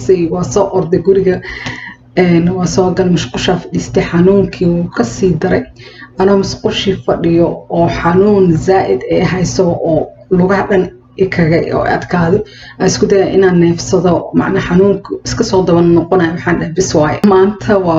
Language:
Somali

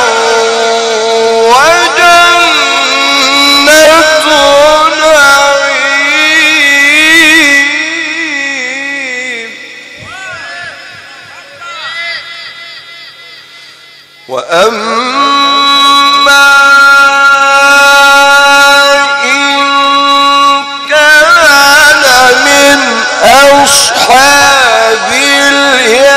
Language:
Arabic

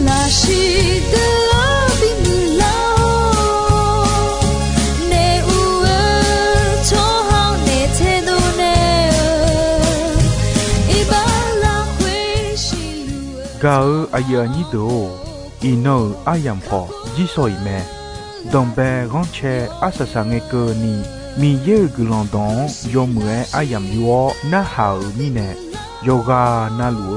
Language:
Akha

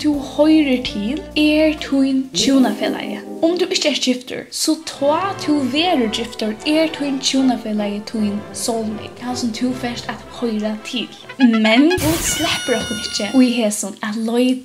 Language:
Faroese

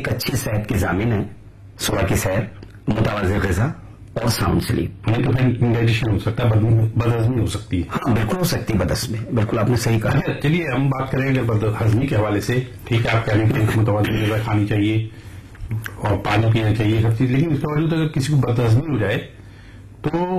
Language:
Urdu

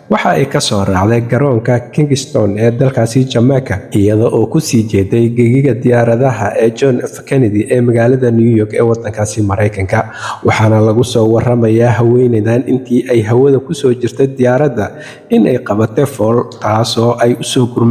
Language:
Somali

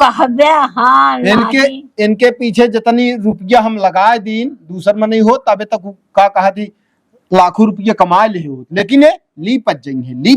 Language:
Awadhi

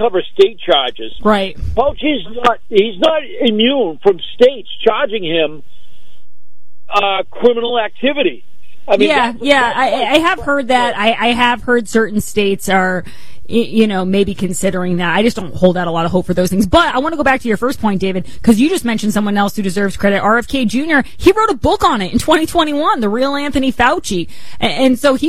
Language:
English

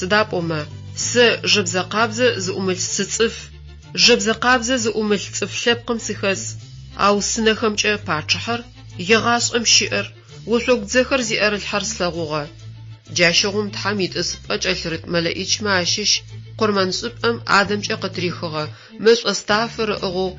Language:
Adyghe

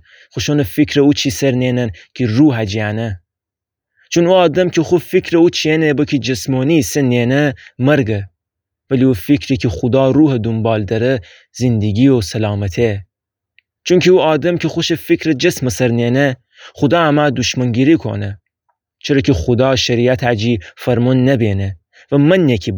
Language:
Gilaki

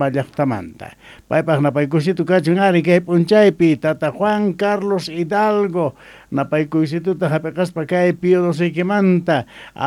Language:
South Bolivian Quechua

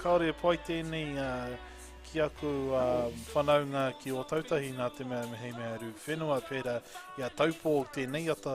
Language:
Māori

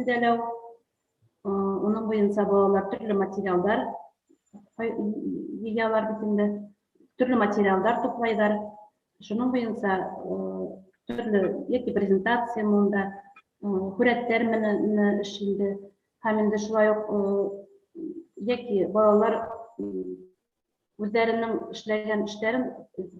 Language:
Bashkir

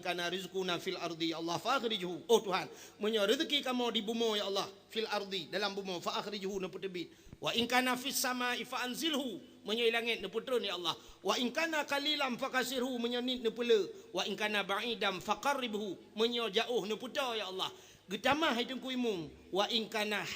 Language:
Achinese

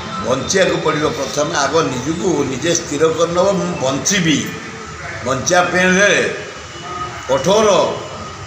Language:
Odia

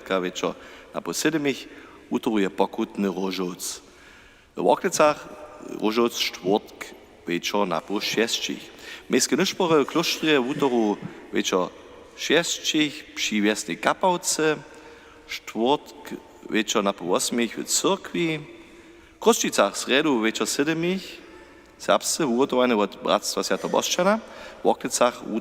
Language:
Upper Sorbian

